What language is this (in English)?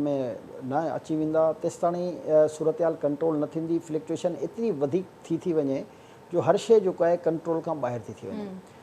Sindhi